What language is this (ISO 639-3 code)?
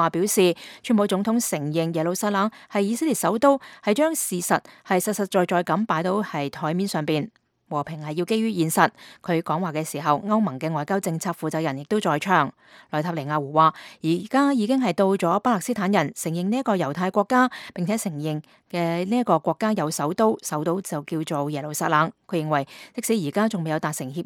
yue